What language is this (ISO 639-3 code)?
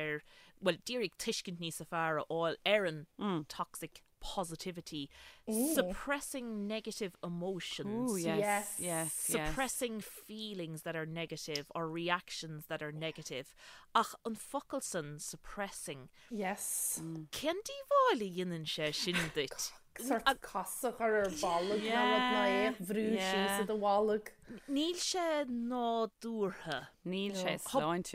gle